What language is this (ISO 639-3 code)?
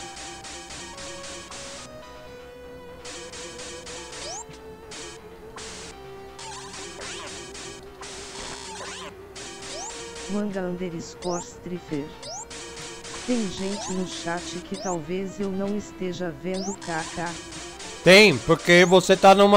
por